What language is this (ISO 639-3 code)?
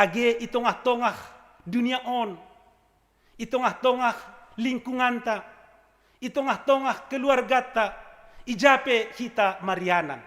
bts